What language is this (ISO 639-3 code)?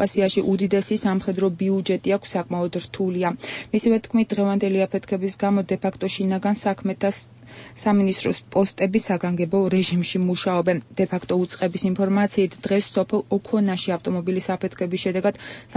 kat